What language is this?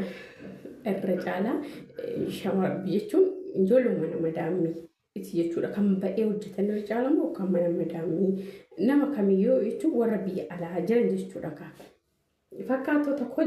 Oromo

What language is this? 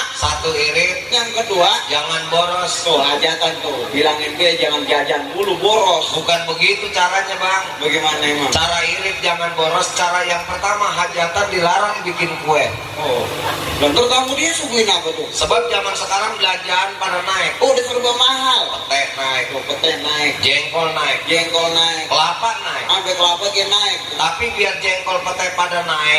Betawi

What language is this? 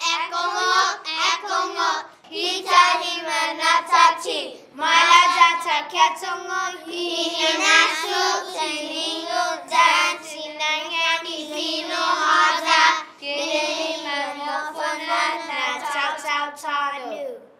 Chamorro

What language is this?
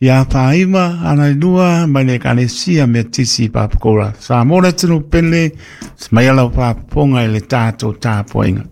Samoan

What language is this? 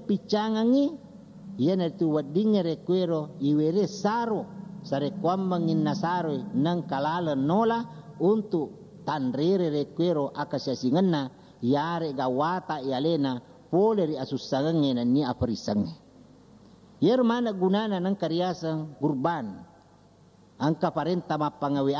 Buginese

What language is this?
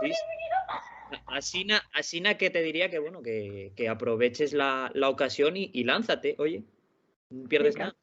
Asturian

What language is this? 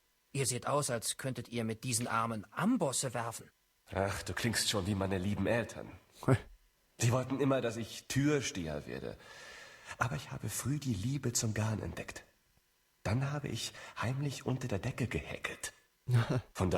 Swiss German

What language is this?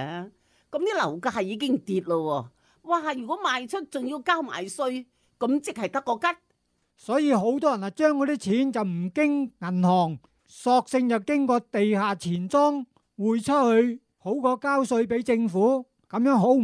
Cantonese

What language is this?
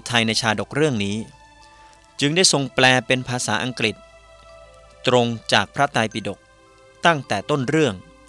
Thai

